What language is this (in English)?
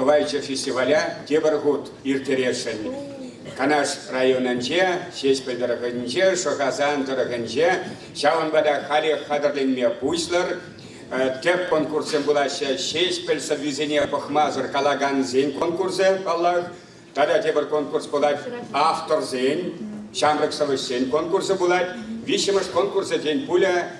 Chuvash